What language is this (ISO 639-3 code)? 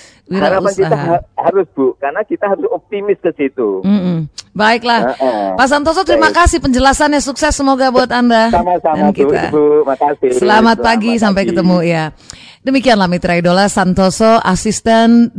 ind